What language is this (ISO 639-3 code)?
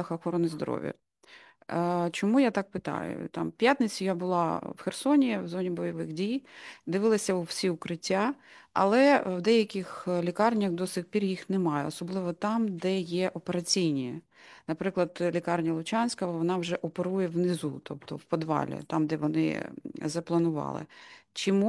ukr